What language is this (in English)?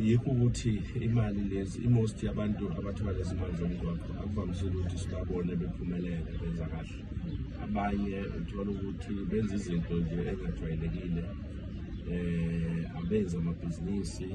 Zulu